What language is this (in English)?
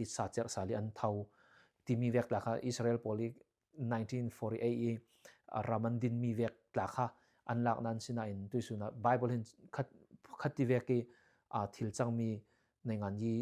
Falam Chin